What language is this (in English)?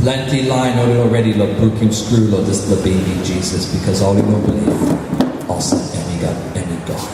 Tok Pisin